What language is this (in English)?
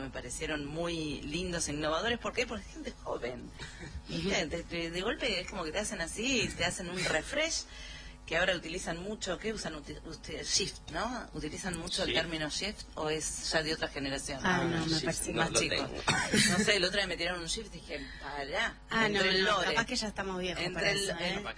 Spanish